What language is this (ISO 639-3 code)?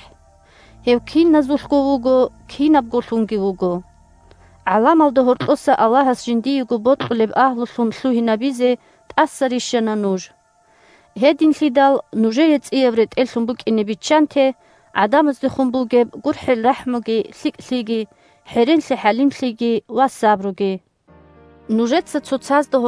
ava